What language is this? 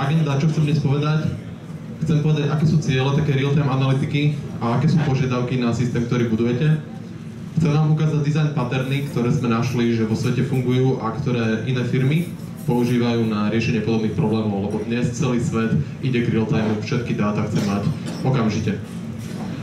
Slovak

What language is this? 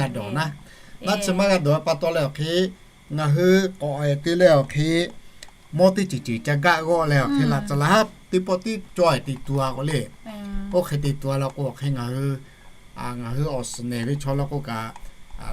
Lahu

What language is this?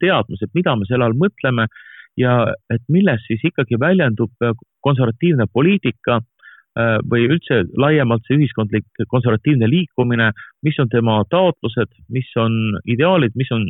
Estonian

